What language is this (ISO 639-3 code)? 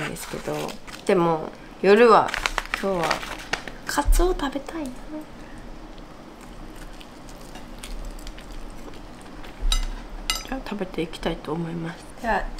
jpn